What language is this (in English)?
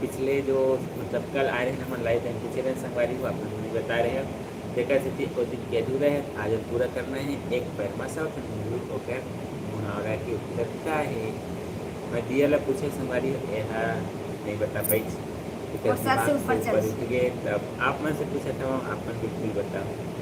Chhattisgarhi